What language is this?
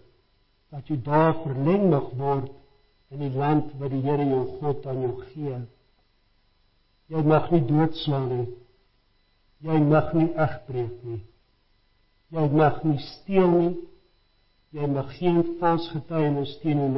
Afrikaans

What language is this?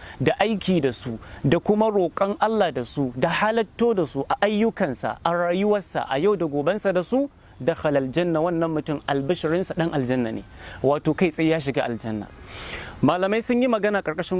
Hausa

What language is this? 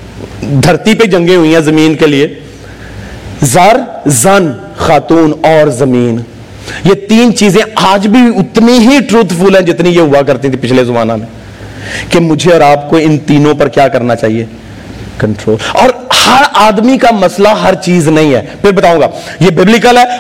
Urdu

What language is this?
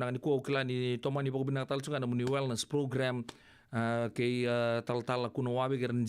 Fijian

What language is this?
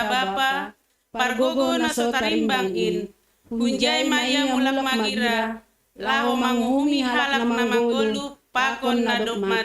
Batak Simalungun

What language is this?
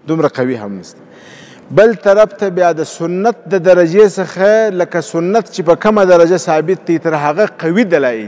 Pashto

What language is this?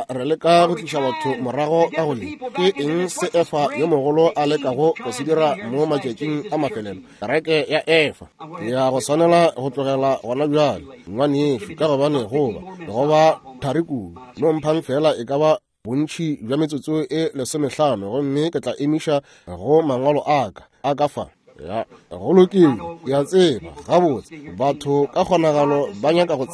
Northern Sotho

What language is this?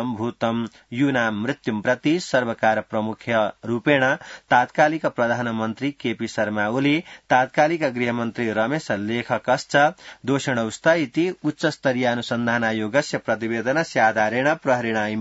Sanskrit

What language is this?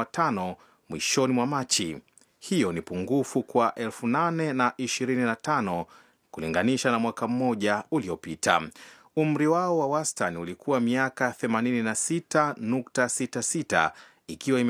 Swahili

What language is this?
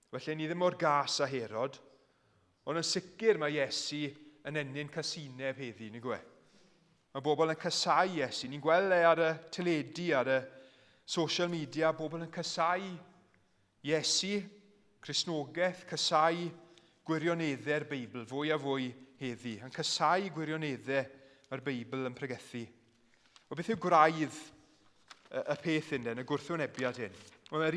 Welsh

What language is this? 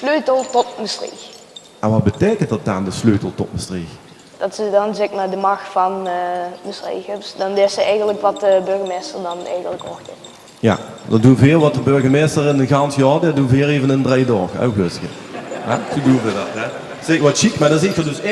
Limburgish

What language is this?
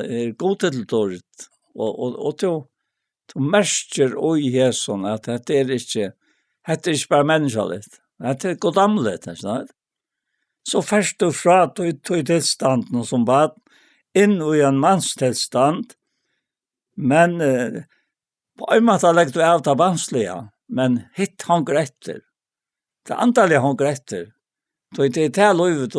Faroese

